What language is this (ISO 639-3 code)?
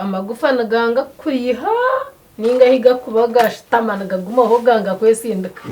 nyn